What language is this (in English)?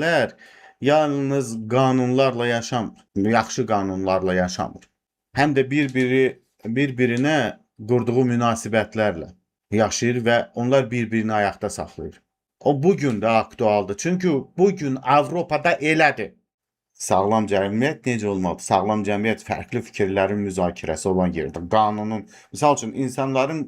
Azerbaijani